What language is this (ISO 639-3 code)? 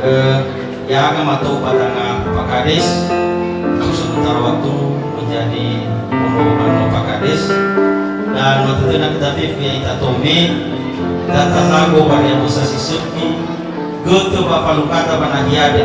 nia